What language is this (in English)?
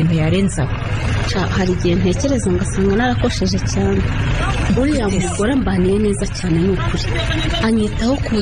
Kinyarwanda